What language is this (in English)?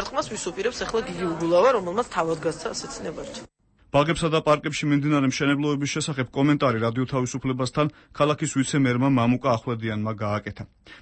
Georgian